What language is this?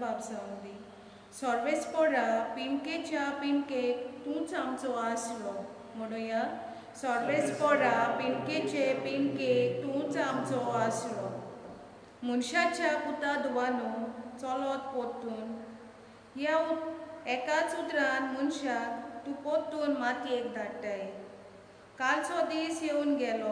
Konkani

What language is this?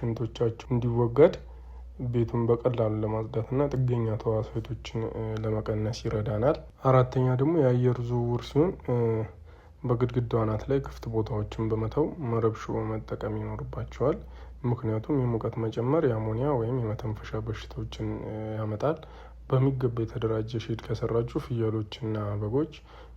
Amharic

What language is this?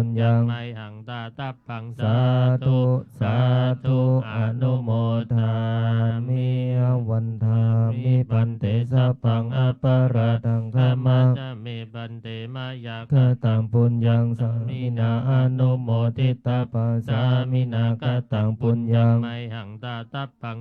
Pali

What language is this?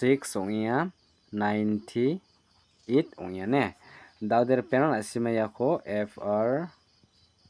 Garo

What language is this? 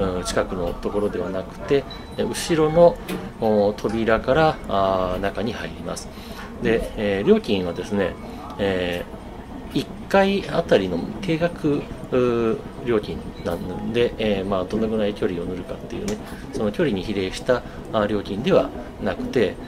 Japanese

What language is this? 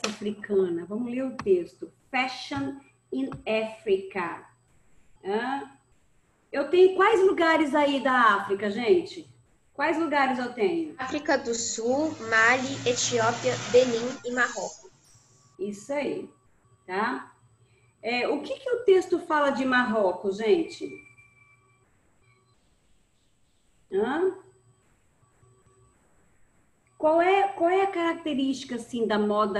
Portuguese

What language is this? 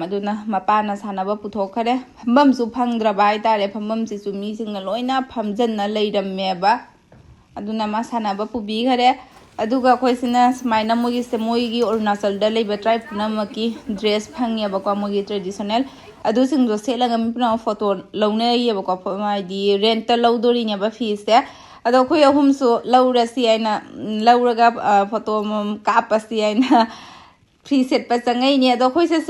Manipuri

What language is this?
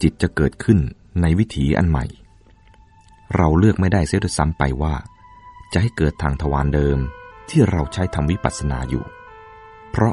Thai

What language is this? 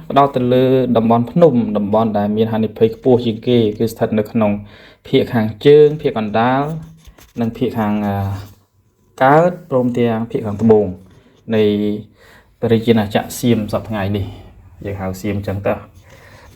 Khmer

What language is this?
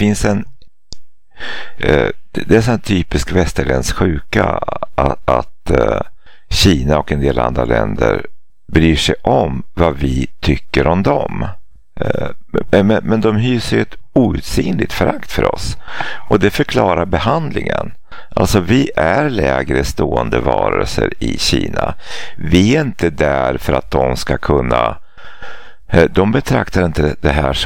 Swedish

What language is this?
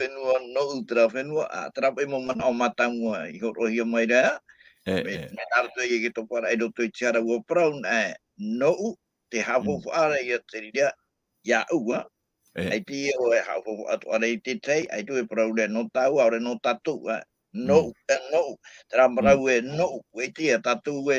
Tahitian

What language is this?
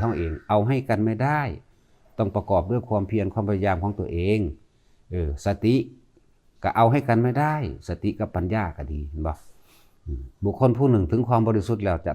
Northeastern Thai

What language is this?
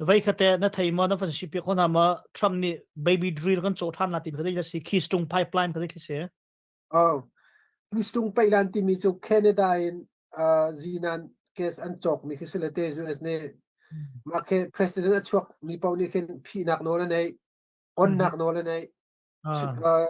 Hakha Chin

